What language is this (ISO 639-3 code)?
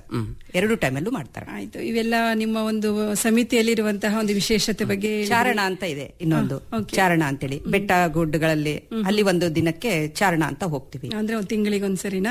kan